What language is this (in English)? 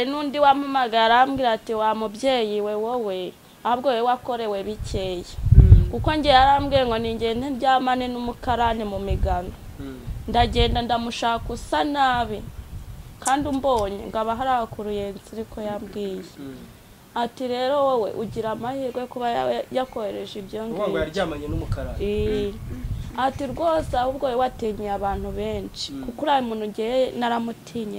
Kinyarwanda